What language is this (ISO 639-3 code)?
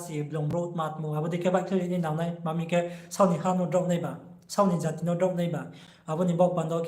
ria